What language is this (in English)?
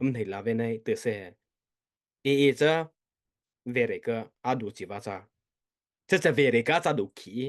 Mara Chin